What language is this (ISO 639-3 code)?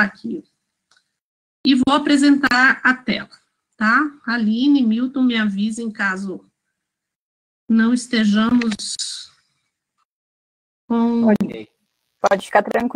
por